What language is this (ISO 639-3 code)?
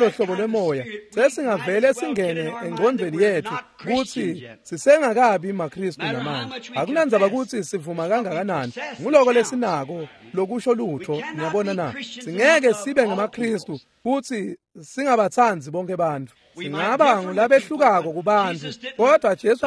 ssw